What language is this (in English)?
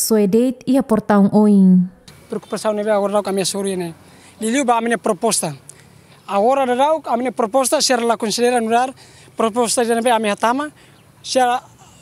Tetum